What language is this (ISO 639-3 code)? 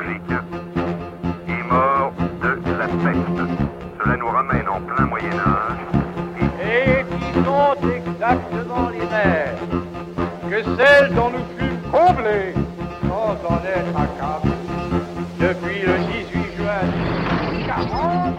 fra